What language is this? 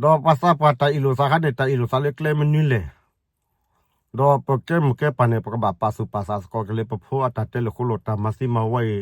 S'gaw Karen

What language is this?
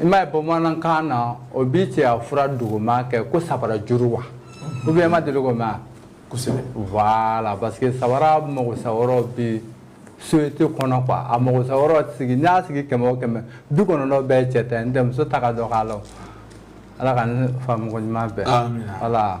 Bambara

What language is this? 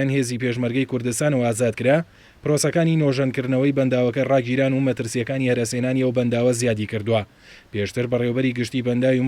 Central Kurdish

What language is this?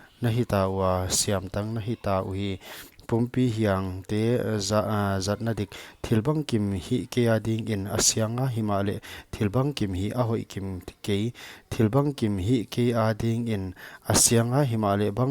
Paite Chin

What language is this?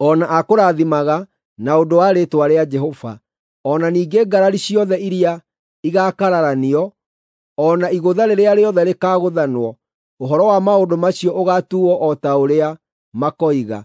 Kikuyu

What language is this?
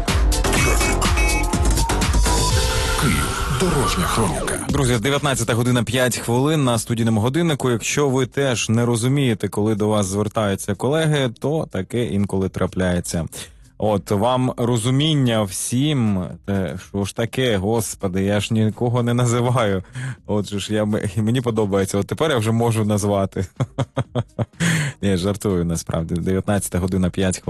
Ukrainian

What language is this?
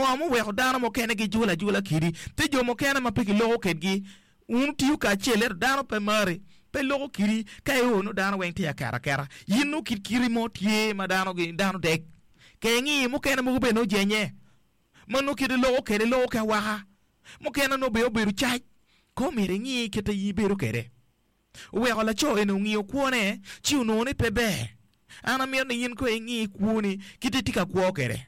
Acoli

